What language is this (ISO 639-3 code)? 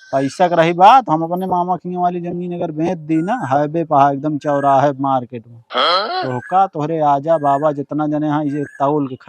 awa